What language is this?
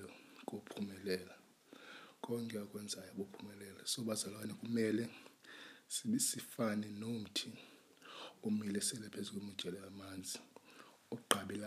Xhosa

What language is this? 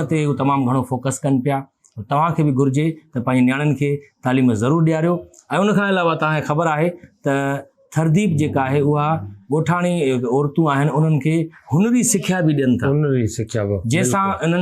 Sindhi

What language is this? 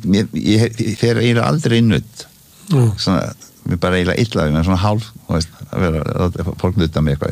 Icelandic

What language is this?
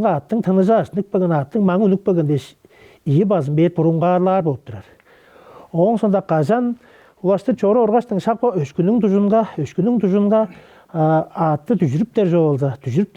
Tuvinian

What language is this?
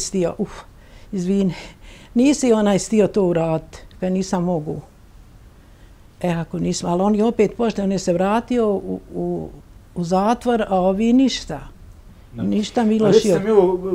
Bosnian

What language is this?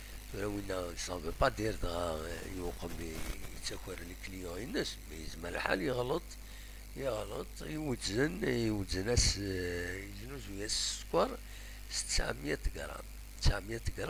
Kabyle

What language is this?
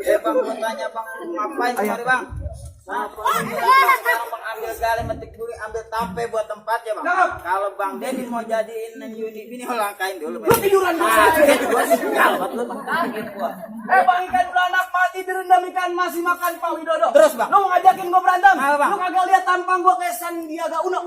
Betawi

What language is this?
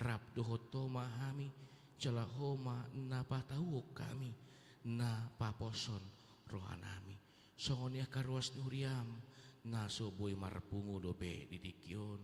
Batak Toba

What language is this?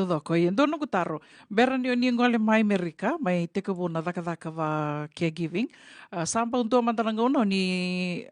Fijian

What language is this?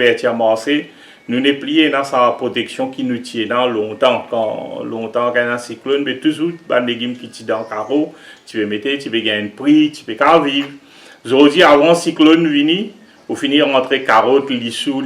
Morisyen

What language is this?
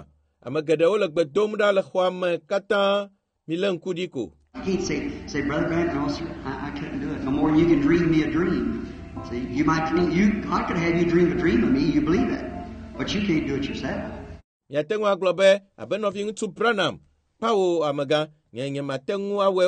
Ewe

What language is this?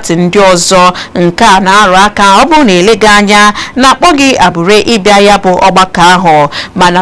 Igbo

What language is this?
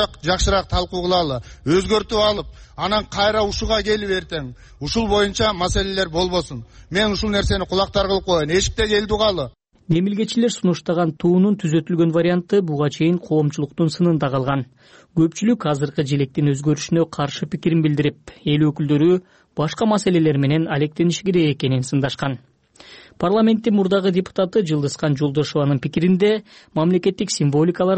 Kyrgyz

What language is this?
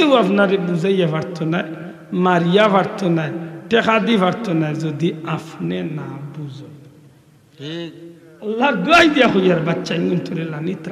Sylheti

